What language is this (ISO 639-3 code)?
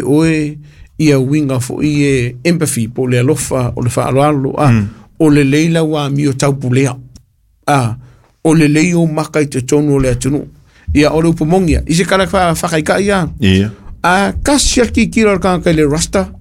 smo